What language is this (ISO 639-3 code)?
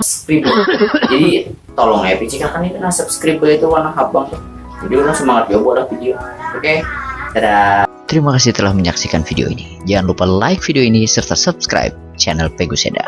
bjn